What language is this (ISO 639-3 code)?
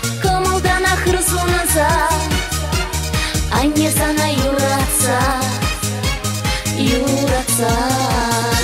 chv